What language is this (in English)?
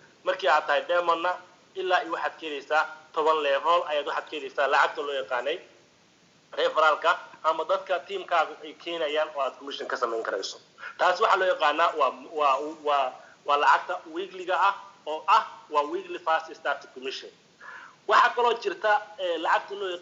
Somali